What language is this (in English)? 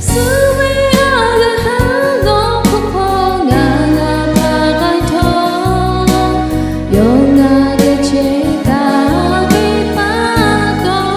Lahu